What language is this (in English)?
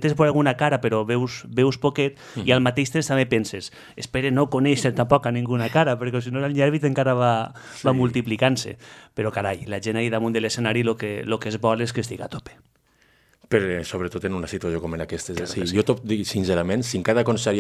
Catalan